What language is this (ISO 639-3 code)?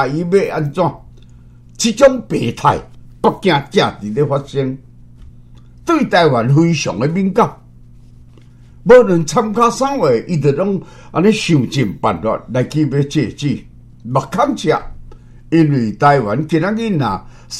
nan